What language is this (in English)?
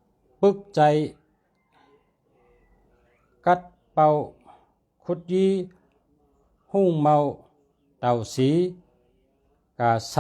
Shan